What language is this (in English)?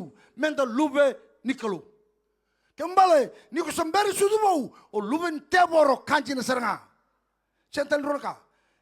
Fijian